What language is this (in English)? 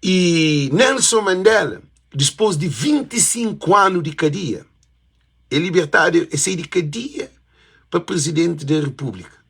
Kabuverdianu